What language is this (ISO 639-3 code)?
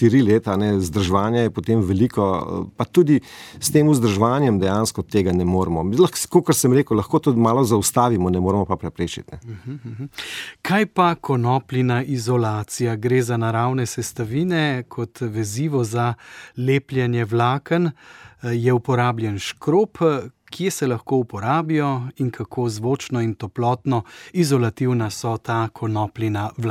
slv